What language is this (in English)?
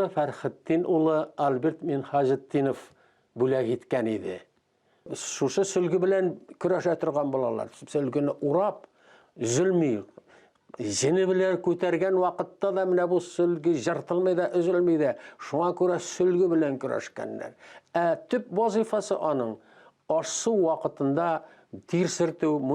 Tatar